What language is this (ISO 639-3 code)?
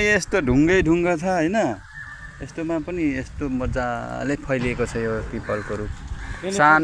nep